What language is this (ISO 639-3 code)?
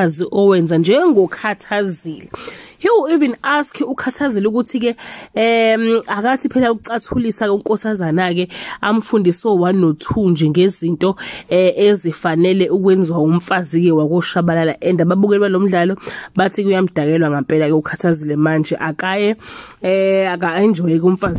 zul